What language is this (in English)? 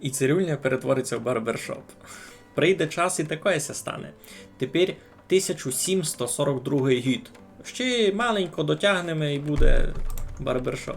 Rusyn